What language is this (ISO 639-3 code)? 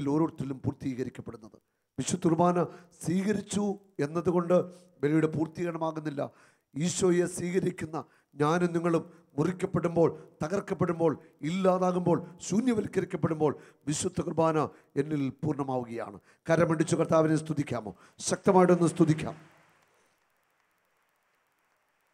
mal